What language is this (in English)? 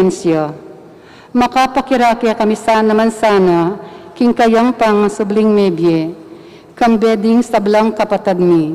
Pampanga